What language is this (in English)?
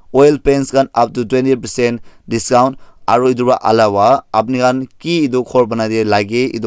Naga Pidgin